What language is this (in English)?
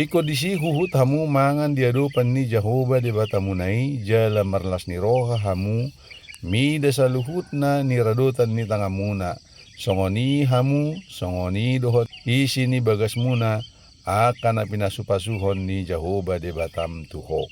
Batak Toba